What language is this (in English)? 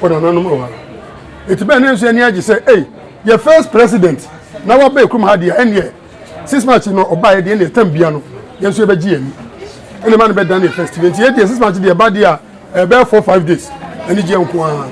Akan